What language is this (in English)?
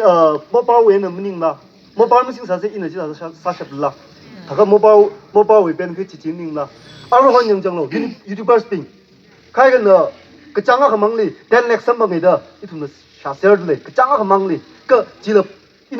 Tangkhul Naga (India)